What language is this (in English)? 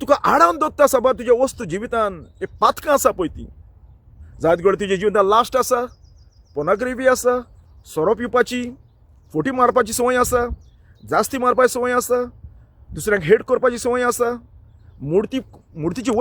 Konkani